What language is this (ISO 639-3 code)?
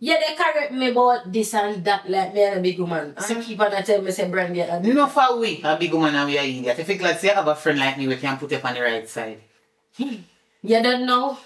jam